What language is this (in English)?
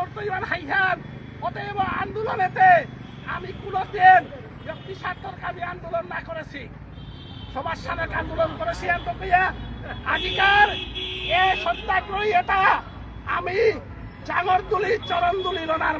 Bishnupriya